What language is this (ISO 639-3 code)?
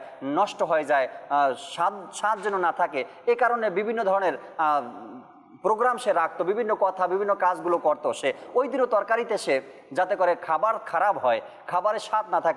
ben